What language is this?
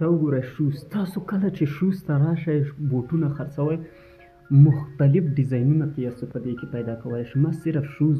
Pashto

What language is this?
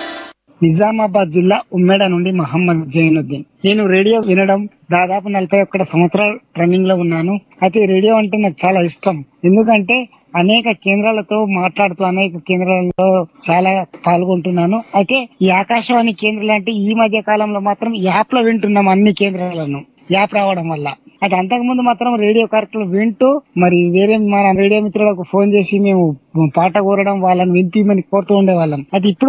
Telugu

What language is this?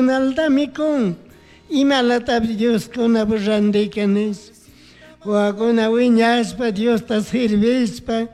Chimborazo Highland Quichua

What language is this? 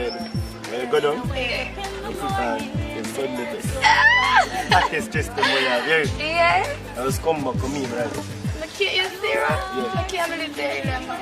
Jamaican Creole English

